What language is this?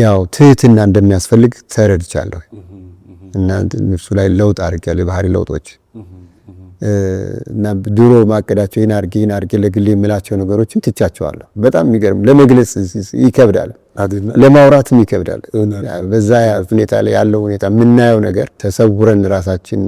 Amharic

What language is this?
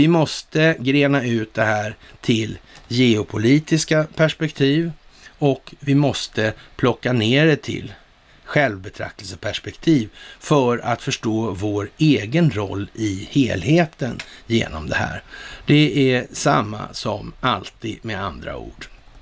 Swedish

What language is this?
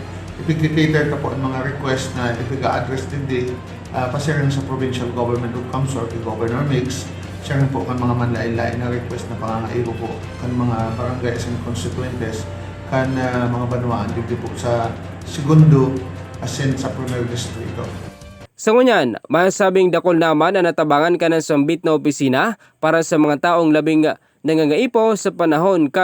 Bikol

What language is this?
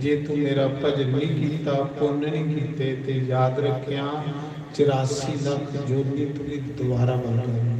Dogri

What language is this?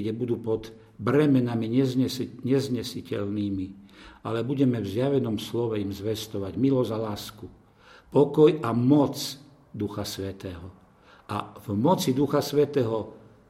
Slovak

